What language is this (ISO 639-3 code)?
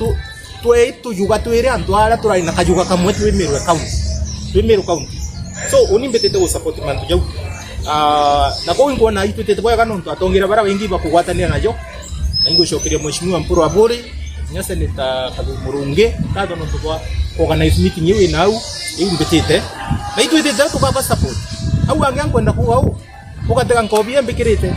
mer